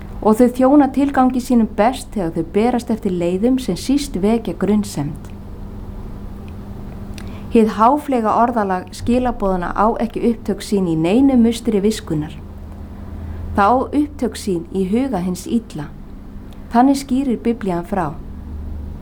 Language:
Icelandic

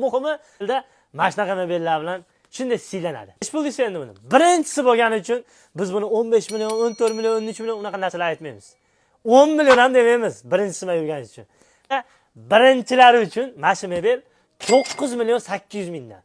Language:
Uzbek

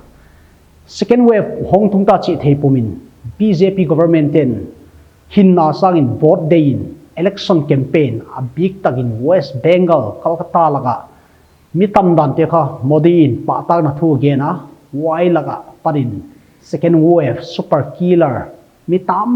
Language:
Paite Chin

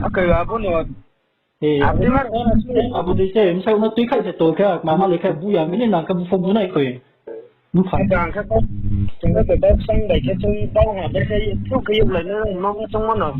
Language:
Riang (India)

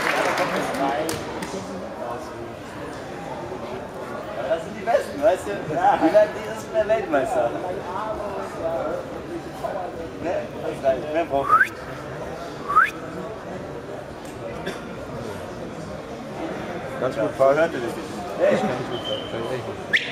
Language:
German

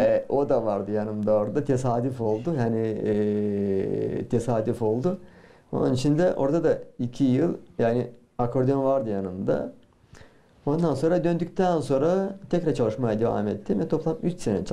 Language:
Gagauz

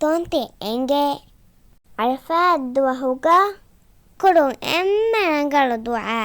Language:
Divehi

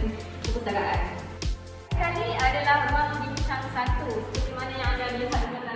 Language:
Malay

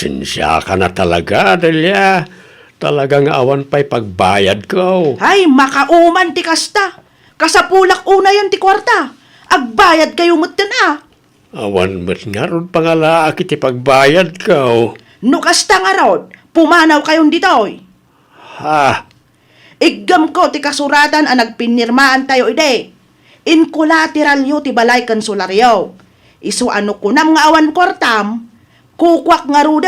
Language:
Iloko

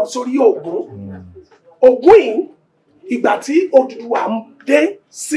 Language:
Yoruba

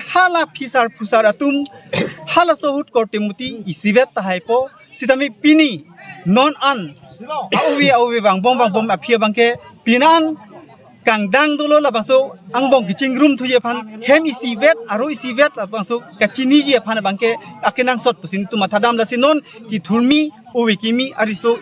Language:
Karbi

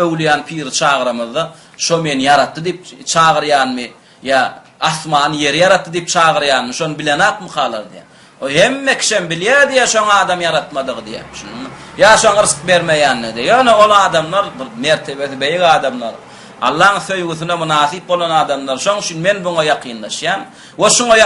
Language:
Turkmen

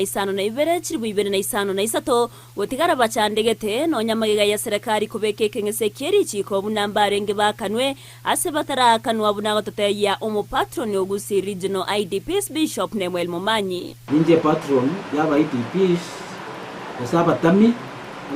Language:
Gusii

